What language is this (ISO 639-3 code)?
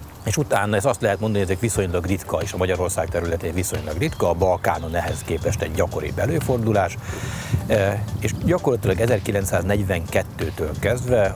hun